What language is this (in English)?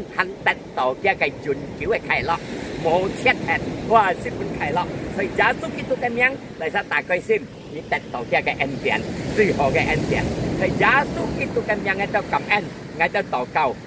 Hakka Chinese